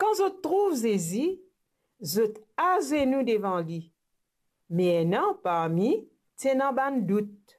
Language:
Morisyen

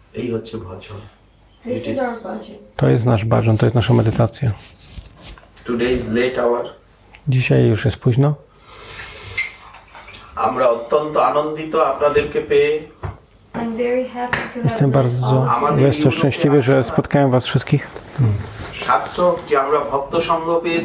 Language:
Polish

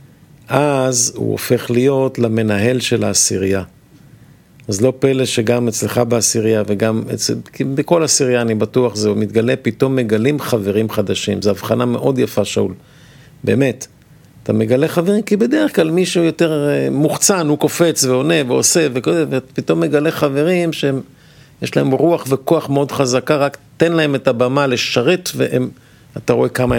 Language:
Hebrew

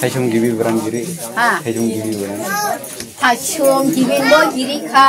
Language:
Dimasa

